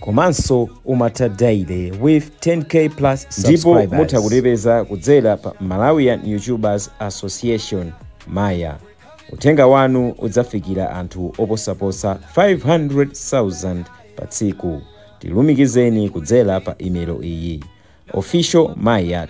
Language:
Nyanja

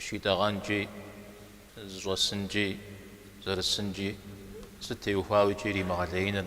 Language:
Kabardian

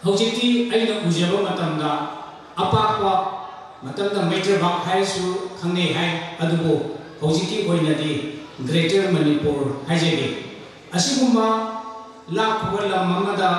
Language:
Manipuri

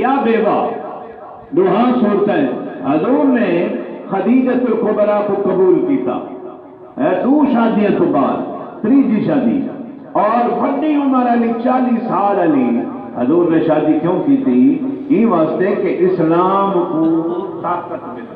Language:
Saraiki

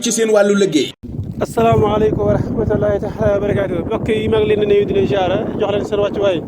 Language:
Wolof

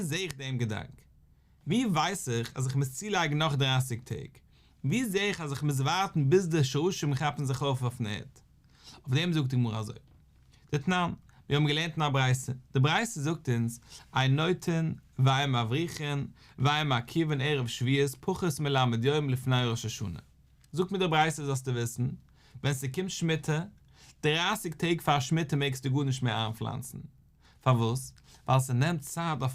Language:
Yiddish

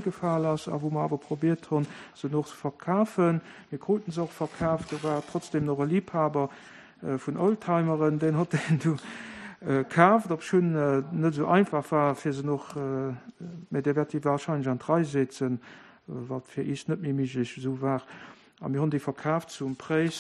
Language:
Luxembourgish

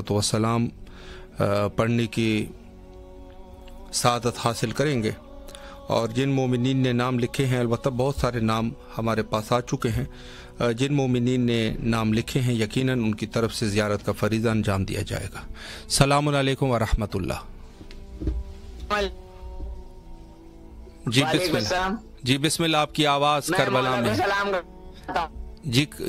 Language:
Urdu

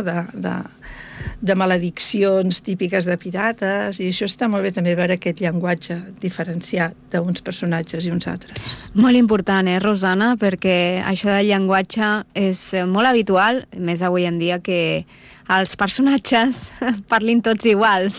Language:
Catalan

